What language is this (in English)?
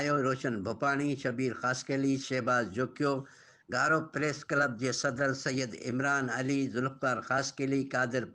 Sindhi